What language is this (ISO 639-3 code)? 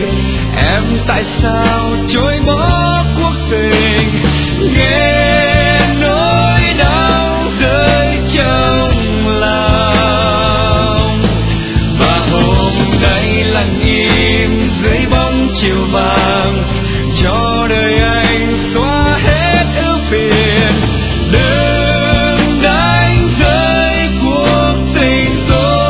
vie